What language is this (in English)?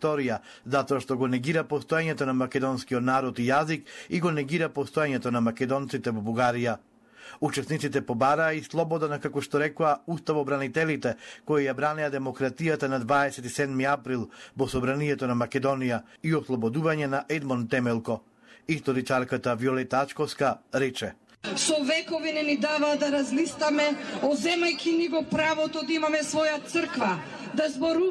Macedonian